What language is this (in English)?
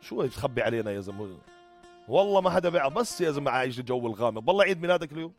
North Levantine Arabic